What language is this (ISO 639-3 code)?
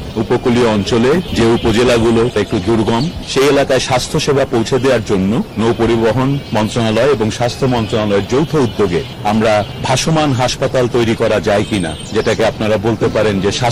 ben